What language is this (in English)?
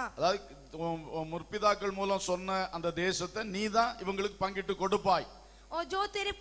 Tamil